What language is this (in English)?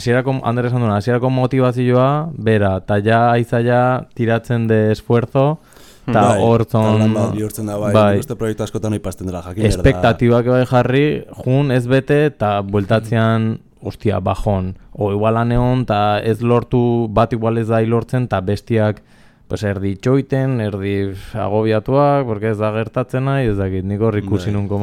Basque